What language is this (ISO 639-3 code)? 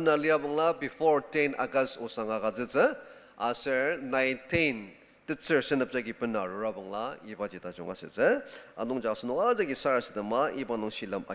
njo